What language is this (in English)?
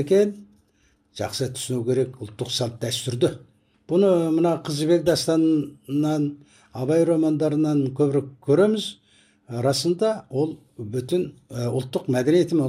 Kazakh